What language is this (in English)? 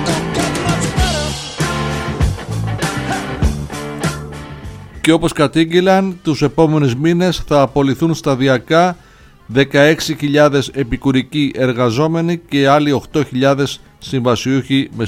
Greek